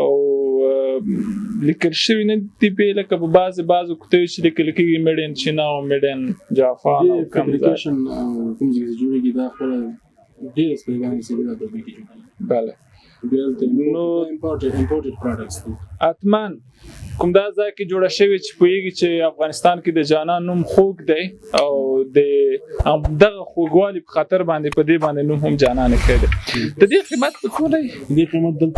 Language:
Pashto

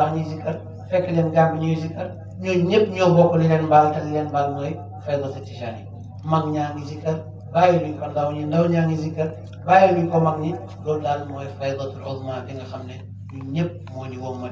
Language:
Wolof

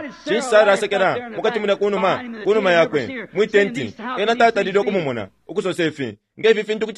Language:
Bemba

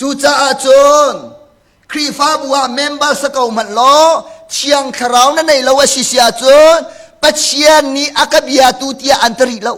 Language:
Hakha Chin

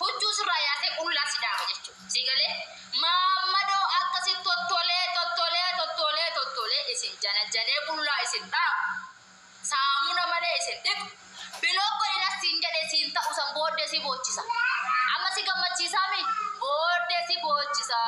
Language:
Oromo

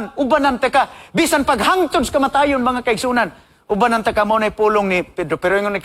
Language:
Cebuano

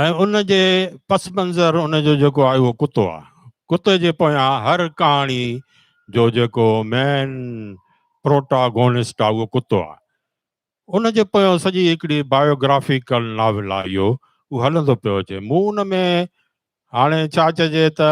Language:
Sindhi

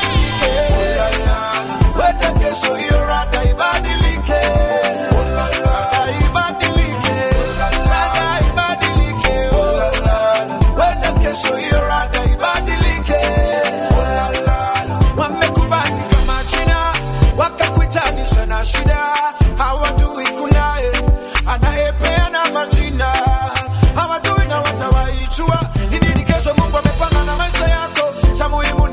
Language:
Swahili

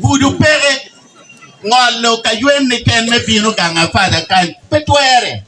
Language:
Acoli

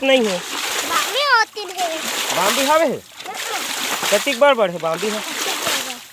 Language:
Chhattisgarhi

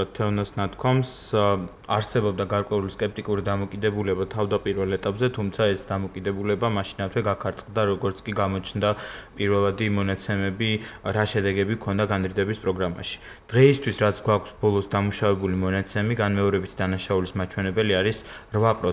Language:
Georgian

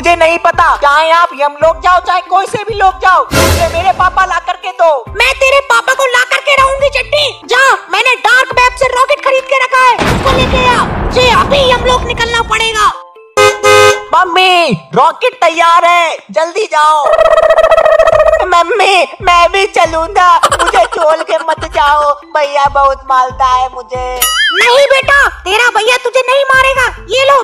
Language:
Hindi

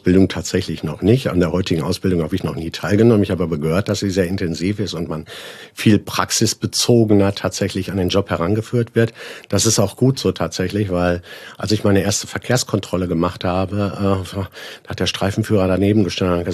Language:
German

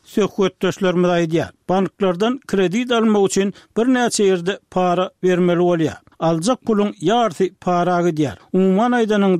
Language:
Turkmen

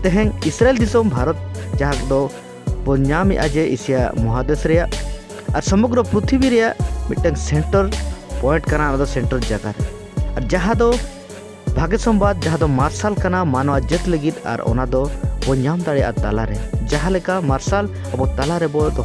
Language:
Santali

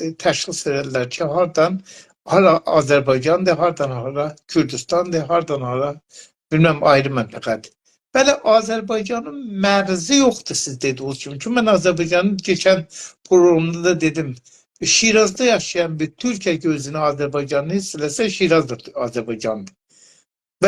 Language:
South Azerbaijani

